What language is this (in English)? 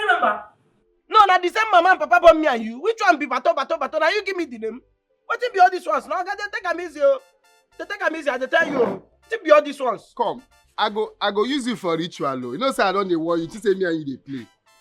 Nigerian Pidgin